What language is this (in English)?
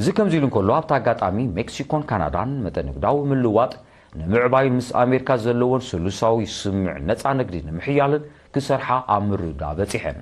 Tigrinya